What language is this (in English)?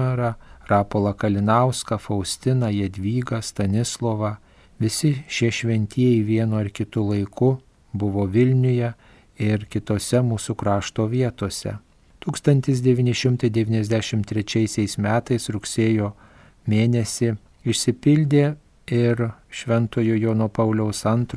Lithuanian